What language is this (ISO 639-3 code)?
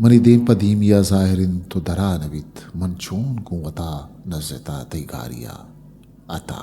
bgp